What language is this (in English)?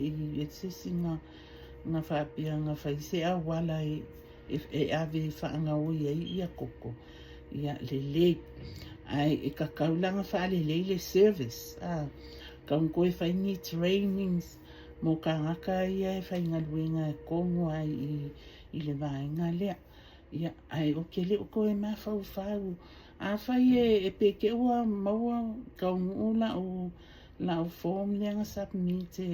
Samoan